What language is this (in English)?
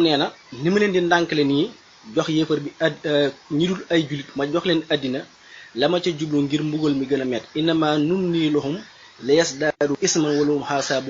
Wolof